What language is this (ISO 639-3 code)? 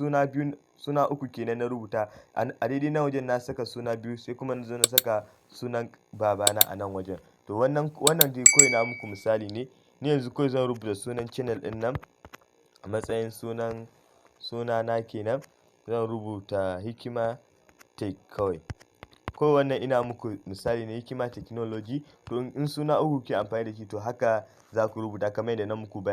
hau